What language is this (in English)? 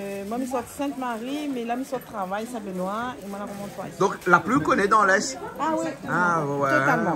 Réunion Creole French